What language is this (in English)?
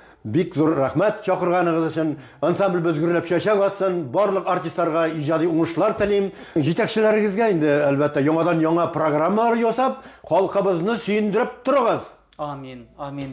Tatar